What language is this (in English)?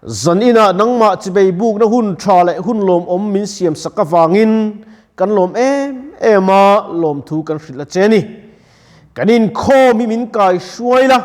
Mizo